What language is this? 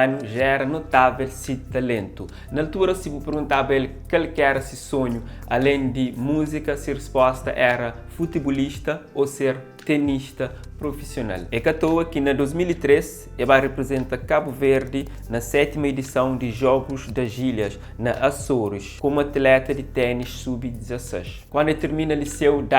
Kabuverdianu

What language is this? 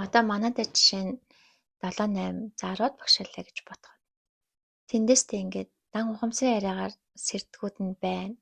Mongolian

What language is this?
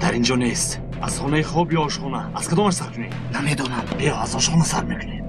Tajik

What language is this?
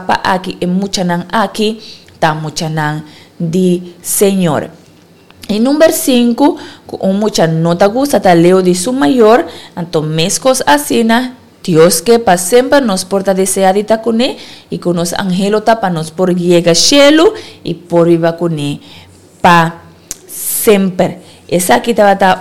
Papiamento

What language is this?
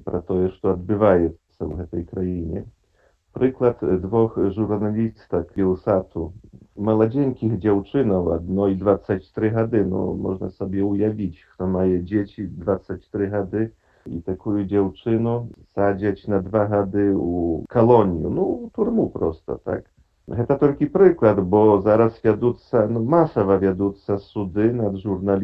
Belarusian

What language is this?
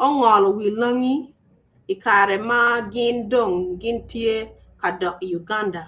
Acoli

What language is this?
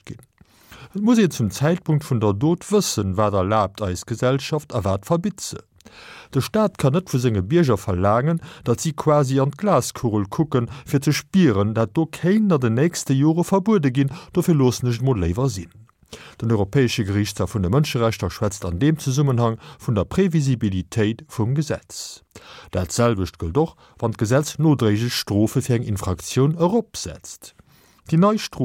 Luxembourgish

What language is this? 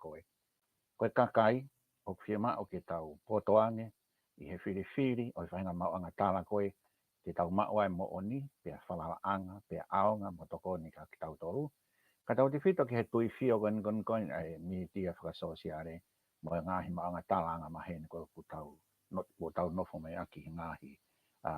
Tongan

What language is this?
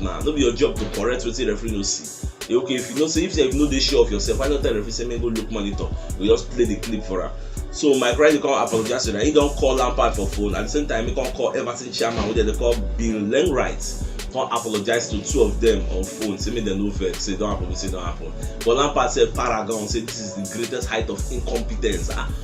Nigerian Pidgin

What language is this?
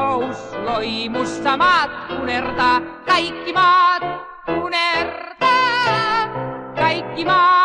Finnish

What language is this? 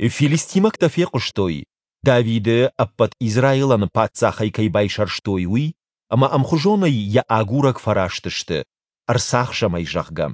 Ossetic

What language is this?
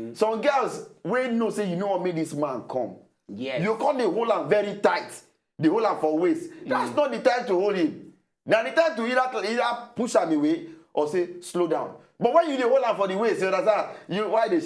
Nigerian Pidgin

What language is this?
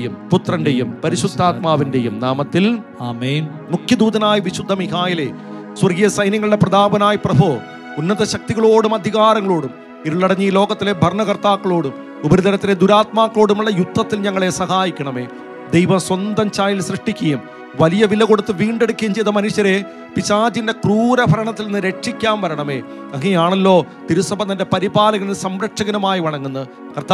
Malayalam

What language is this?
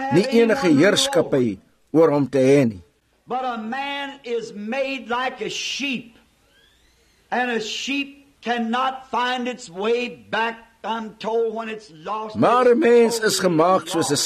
Afrikaans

